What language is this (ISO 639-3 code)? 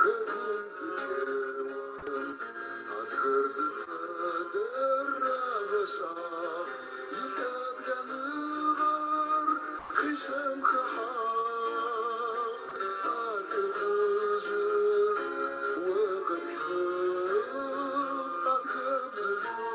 ady